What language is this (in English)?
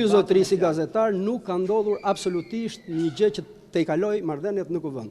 Albanian